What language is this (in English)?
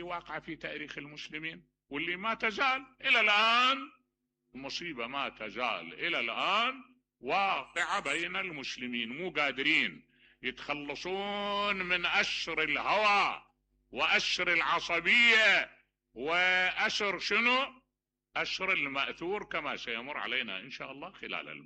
Mesopotamian Arabic